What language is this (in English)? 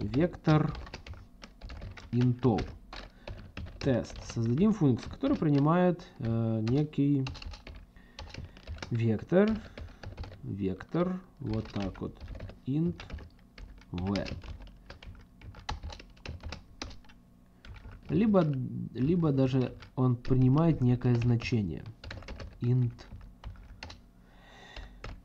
Russian